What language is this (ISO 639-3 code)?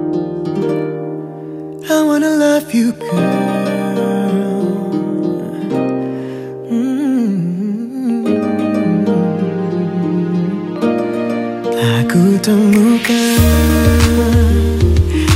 ind